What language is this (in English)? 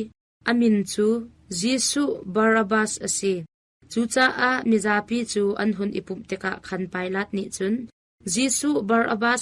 Hakha Chin